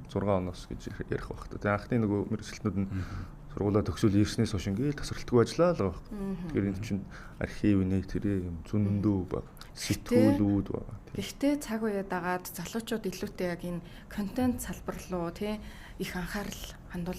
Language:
Mongolian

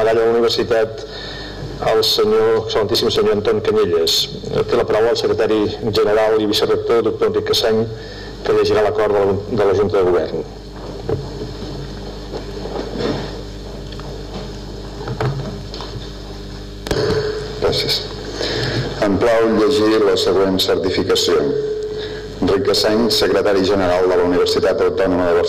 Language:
Catalan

